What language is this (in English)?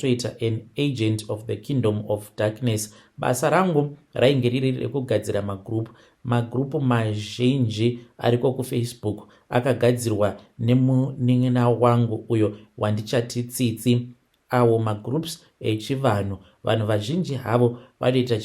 Shona